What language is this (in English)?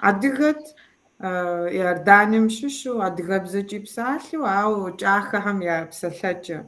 Kabardian